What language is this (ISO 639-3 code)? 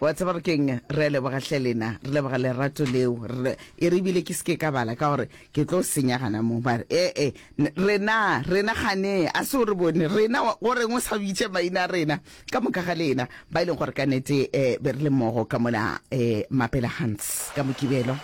nso